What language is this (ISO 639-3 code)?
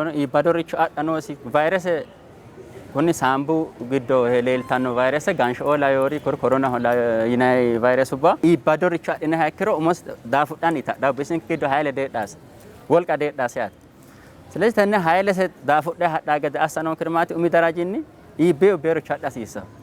sid